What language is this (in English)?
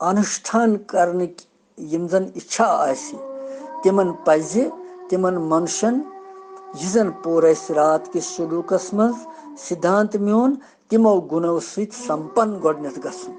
Kashmiri